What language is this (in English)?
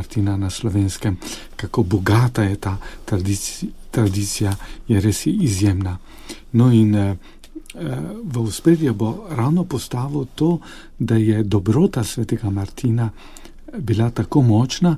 Slovenian